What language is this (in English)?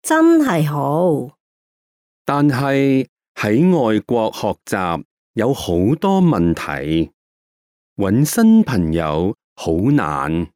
Cantonese